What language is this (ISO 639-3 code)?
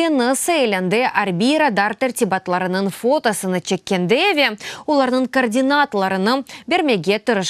crh